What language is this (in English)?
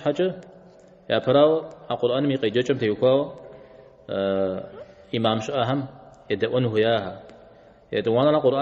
Kabardian